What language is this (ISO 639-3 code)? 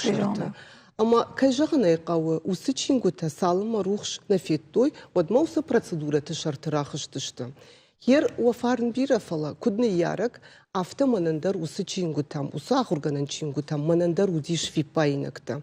oss